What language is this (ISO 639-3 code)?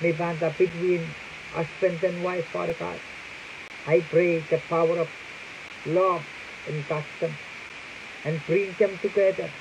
pon